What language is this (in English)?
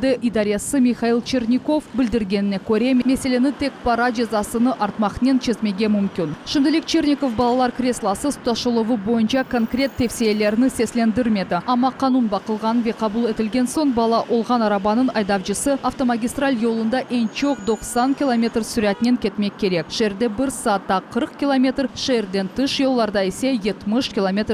Crimean Tatar